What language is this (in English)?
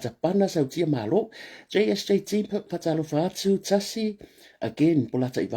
Samoan